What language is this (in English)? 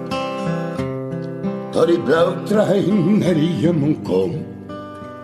Afrikaans